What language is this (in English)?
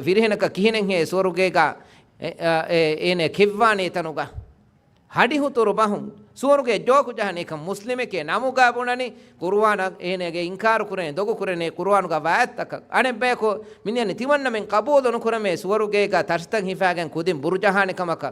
Divehi